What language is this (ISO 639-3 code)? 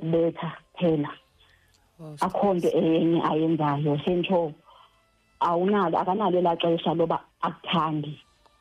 xho